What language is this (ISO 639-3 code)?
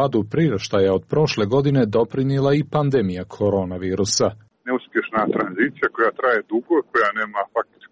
srp